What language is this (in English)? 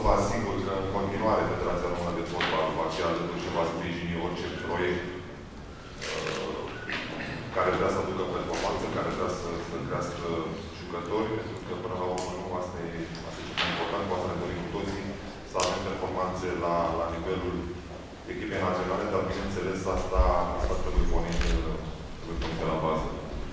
Romanian